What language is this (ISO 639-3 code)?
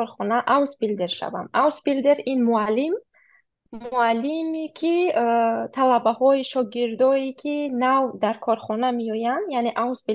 tgk